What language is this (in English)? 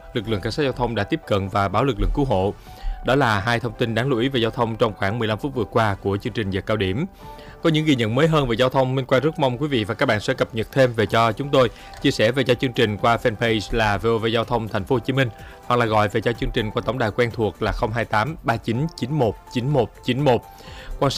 Vietnamese